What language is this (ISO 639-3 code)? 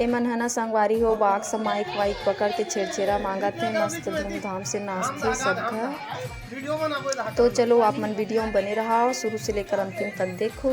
hne